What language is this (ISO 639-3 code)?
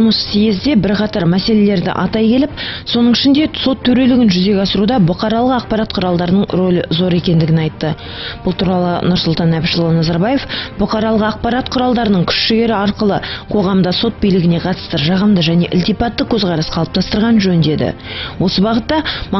kaz